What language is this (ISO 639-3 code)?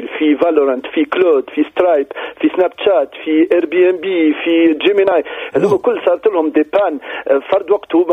aeb